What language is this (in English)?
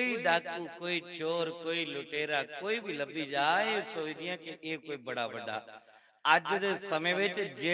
Dogri